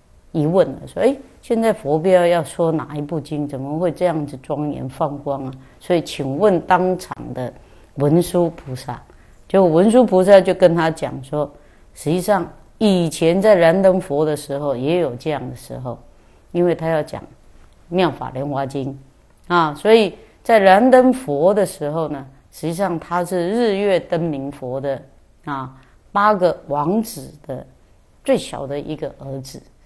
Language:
Chinese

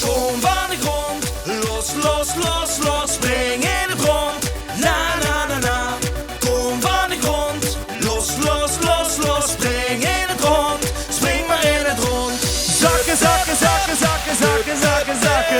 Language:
Limburgish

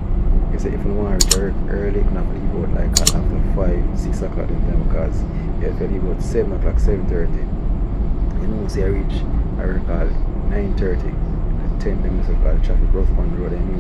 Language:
Jamaican Creole English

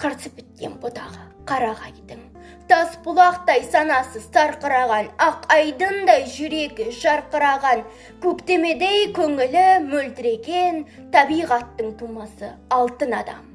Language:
Kazakh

